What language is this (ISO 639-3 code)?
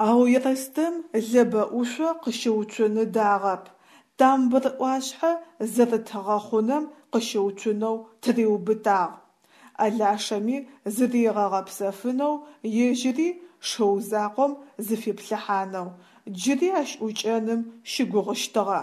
ady